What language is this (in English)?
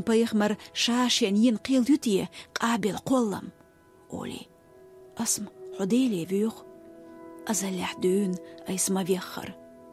Chechen